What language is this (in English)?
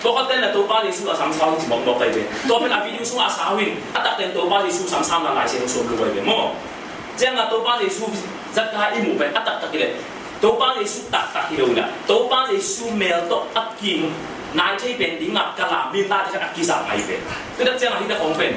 Tedim Chin